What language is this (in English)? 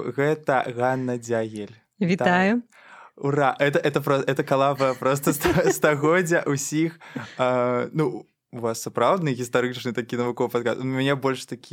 Belarusian